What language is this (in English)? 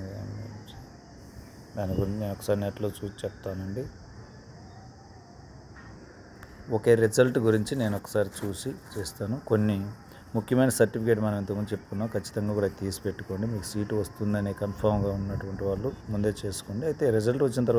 Telugu